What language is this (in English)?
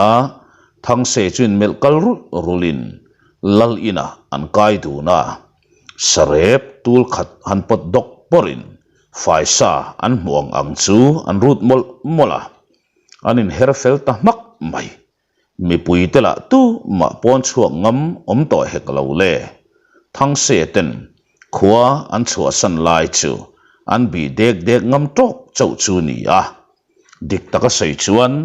Mizo